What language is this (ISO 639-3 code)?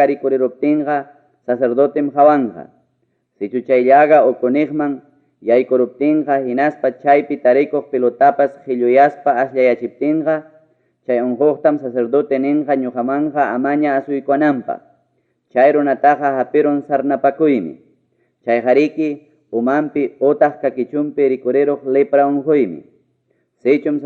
quy